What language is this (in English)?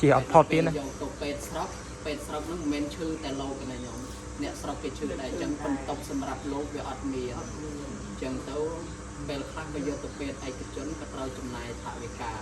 Khmer